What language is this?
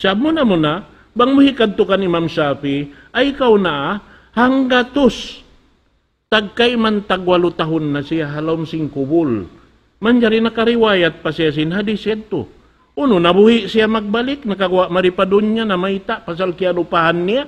Tausug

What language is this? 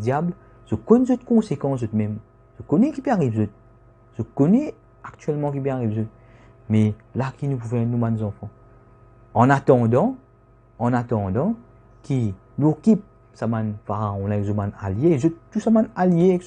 Morisyen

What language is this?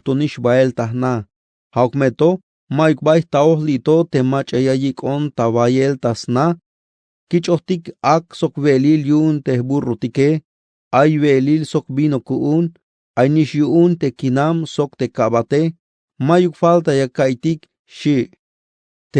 Tzeltal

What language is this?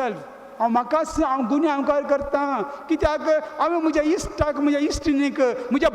Konkani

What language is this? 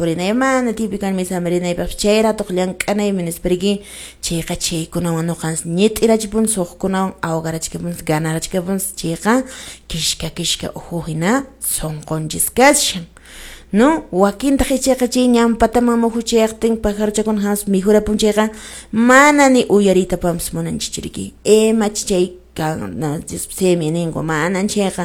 Quechua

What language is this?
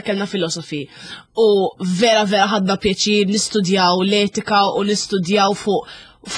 Maltese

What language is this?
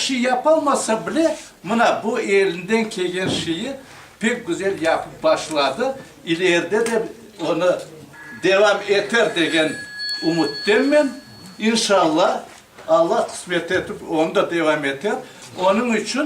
Crimean Tatar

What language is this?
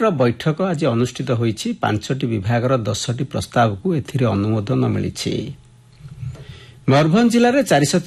Odia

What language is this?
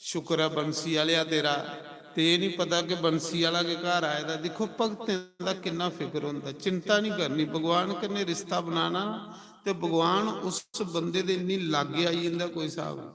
Dogri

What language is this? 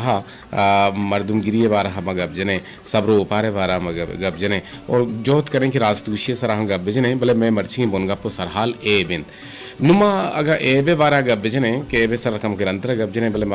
Eastern Balochi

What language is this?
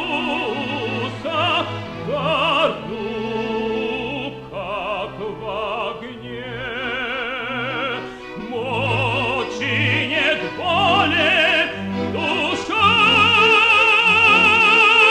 Russian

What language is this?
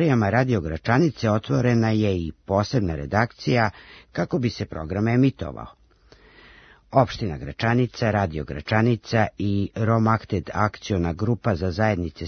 Serbian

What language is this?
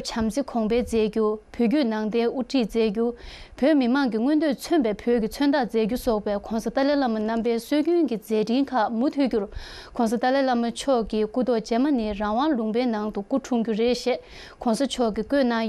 Tibetan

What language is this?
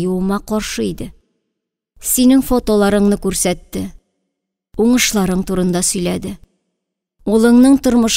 Tatar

